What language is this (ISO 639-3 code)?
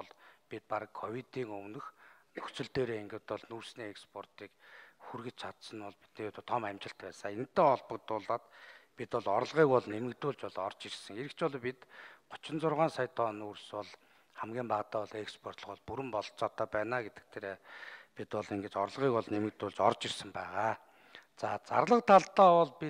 mon